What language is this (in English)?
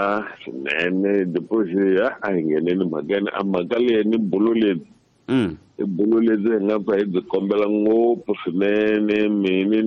Tsonga